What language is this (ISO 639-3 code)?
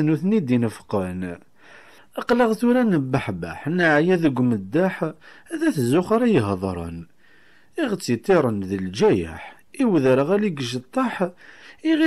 kab